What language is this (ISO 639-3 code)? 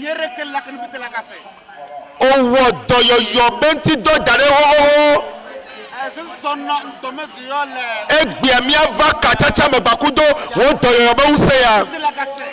ewe